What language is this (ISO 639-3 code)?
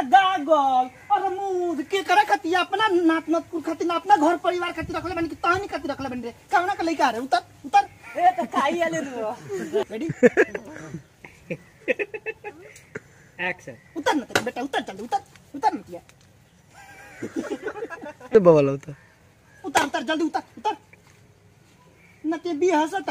bho